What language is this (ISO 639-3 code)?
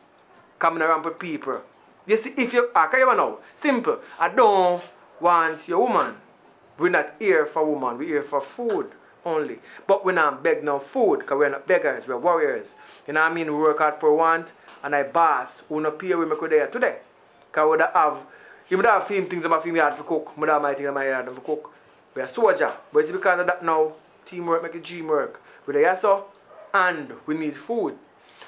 jam